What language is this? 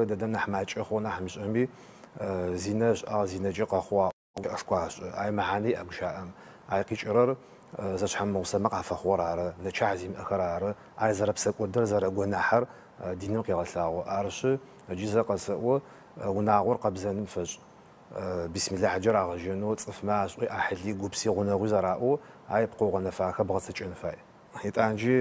Adyghe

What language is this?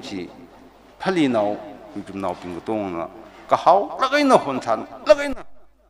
Tangkhul Naga (India)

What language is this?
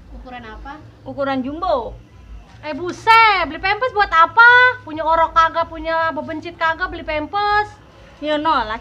Betawi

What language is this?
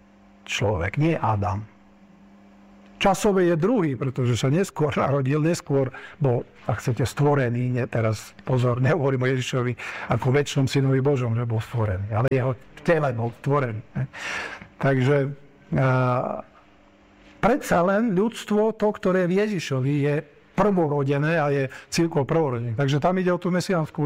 Slovak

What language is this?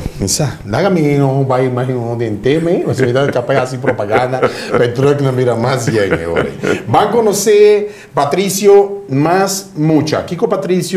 Papiamento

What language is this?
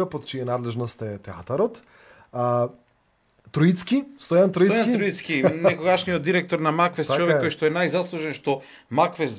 Macedonian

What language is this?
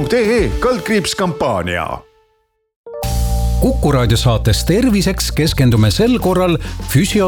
Estonian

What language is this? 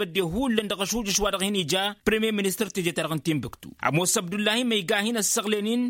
Tamasheq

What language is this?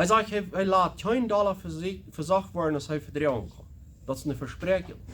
Plautdietsch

